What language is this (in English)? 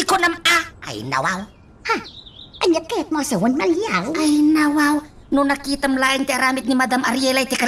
Iloko